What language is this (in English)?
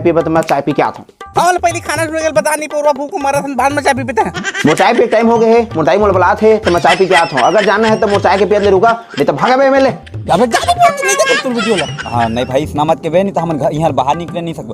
Chhattisgarhi